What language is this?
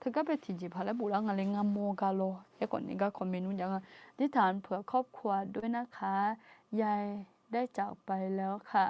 Akha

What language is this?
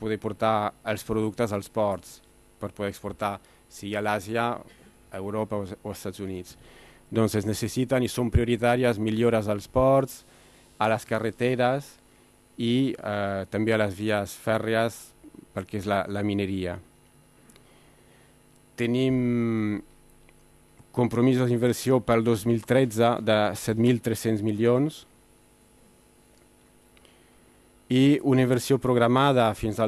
Catalan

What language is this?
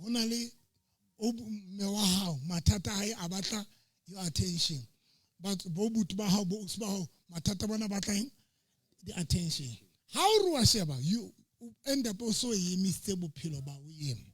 Southern Sotho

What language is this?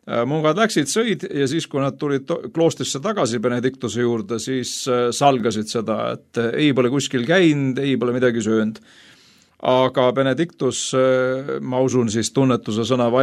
Estonian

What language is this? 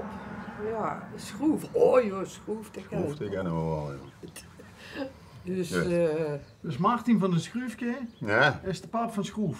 Limburgish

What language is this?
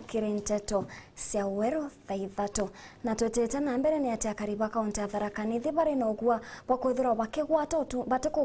Meru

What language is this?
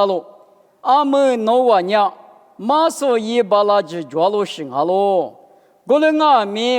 Lisu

